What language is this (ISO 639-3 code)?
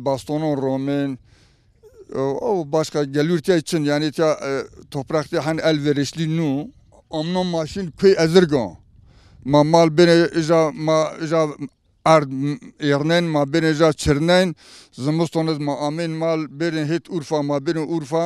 zza